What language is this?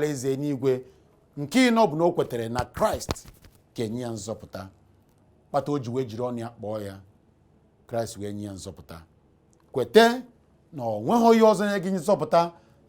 Igbo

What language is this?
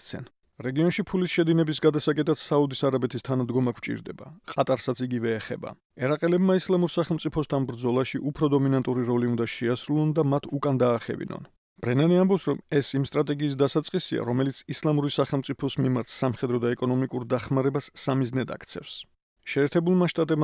Georgian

